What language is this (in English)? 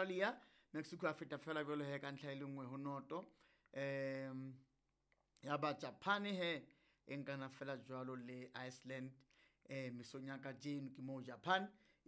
Southern Sotho